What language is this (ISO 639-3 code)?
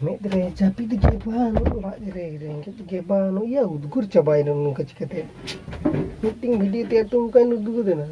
sat